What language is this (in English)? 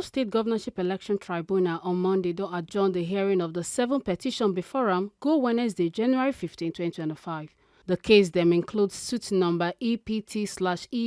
Nigerian Pidgin